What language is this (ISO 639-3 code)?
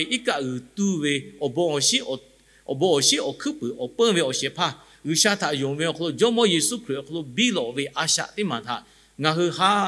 lhu